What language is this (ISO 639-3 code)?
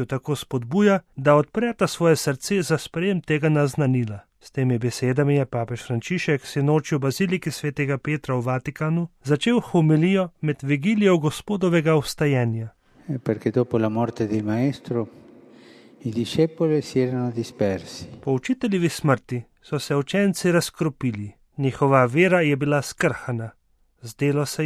slv